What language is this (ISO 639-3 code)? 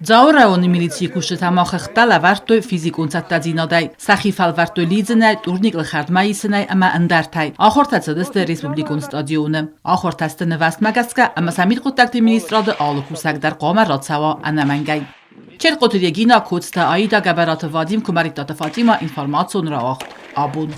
oss